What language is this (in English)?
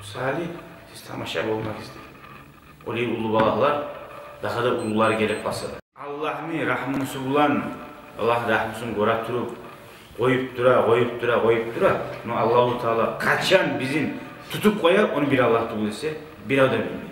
Kumyk